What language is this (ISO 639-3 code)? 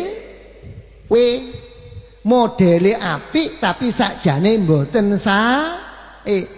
jav